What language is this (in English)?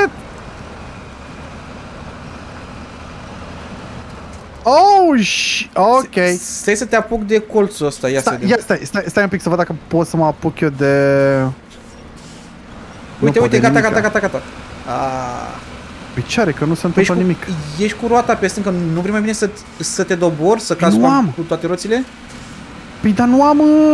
Romanian